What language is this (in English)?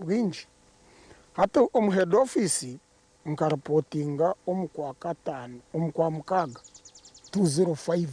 Nyankole